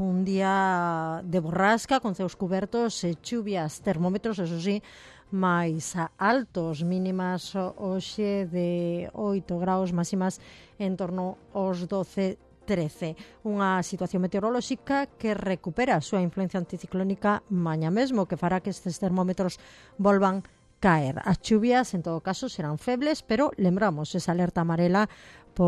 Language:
Galician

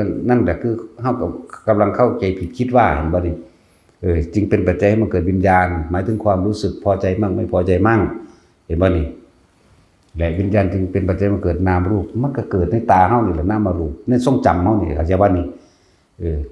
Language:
Northeastern Thai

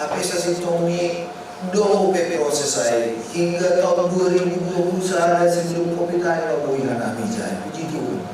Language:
Batak Simalungun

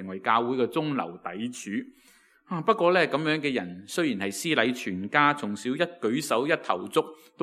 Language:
Cantonese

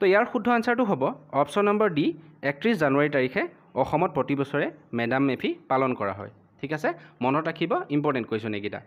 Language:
Assamese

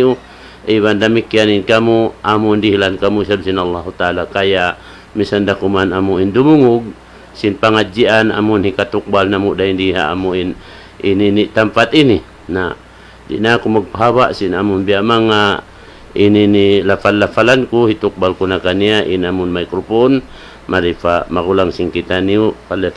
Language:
Tausug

